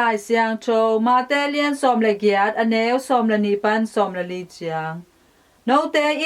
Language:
Tedim Chin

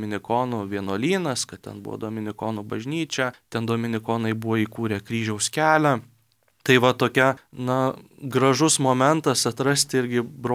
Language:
Lithuanian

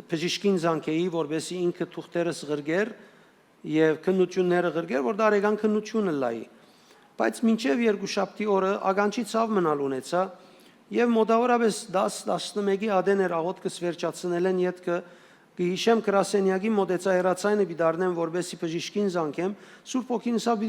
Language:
Western Armenian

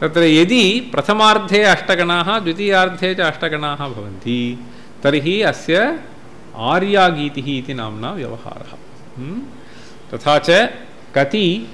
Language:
Sanskrit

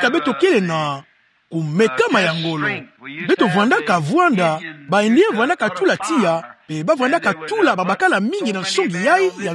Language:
Kituba (Democratic Republic of Congo)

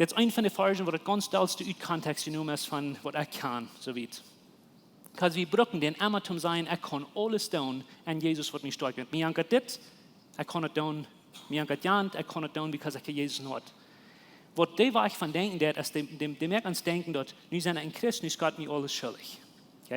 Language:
Plautdietsch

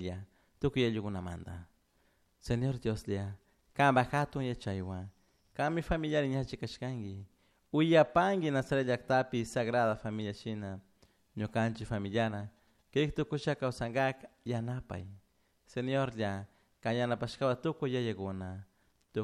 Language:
Chimborazo Highland Quichua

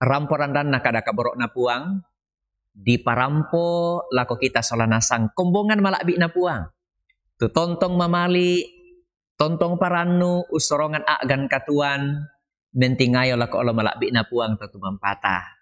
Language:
Toraja-Sa'dan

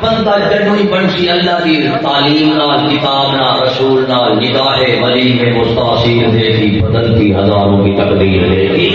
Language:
Saraiki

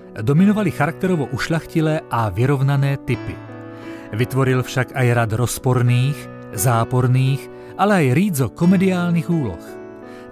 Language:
Slovak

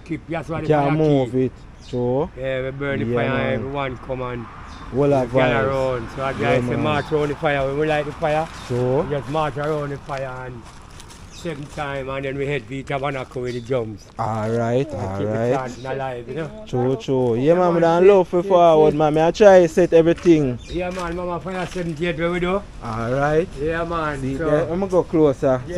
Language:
Jamaican Creole English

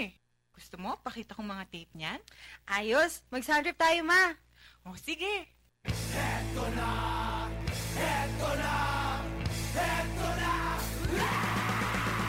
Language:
Filipino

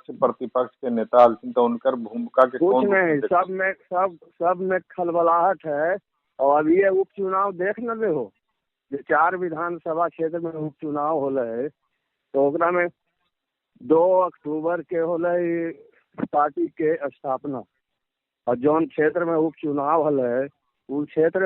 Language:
Magahi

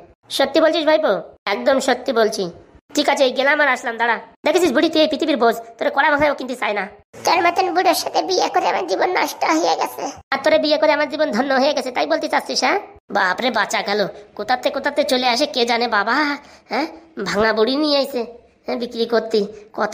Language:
Bangla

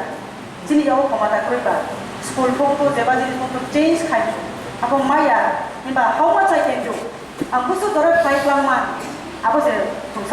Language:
Kok Borok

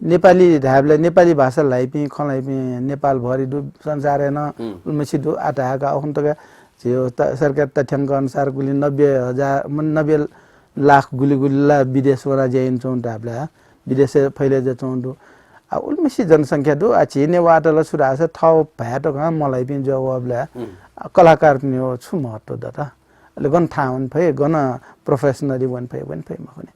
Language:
Newari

